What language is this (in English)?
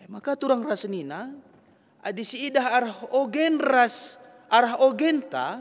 Batak Karo